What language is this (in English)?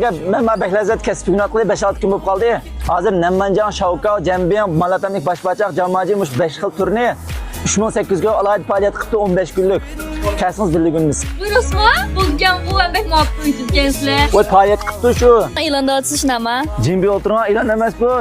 Uyghur